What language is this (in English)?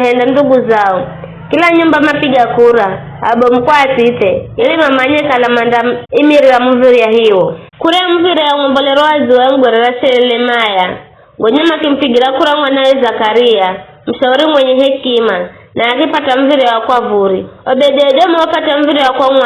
Giryama